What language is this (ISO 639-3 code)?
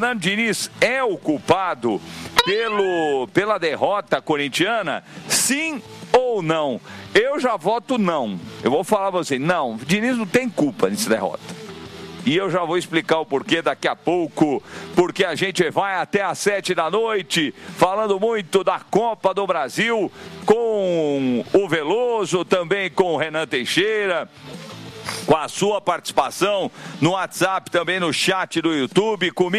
por